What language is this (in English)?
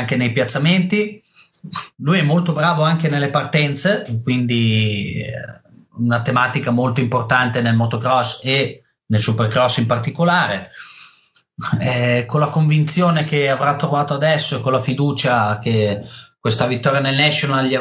Italian